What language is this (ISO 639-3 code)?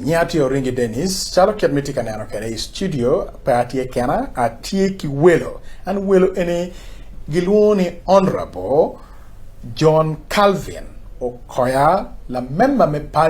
ach